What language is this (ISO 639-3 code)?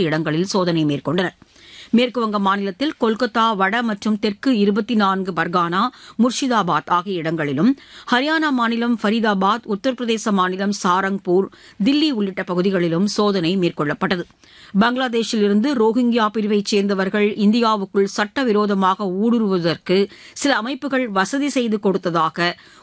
tam